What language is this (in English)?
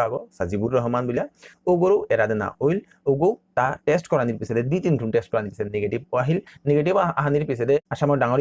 Bishnupriya